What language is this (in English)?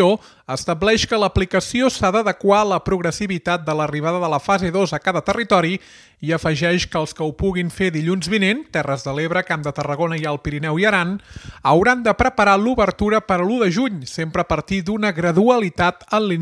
Catalan